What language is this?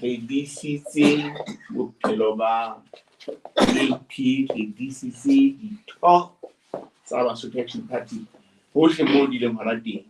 Southern Sotho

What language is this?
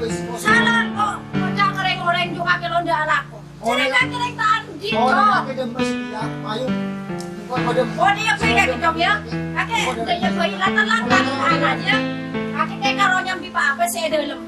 Madurese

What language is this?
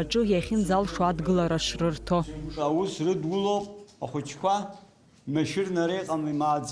Abkhazian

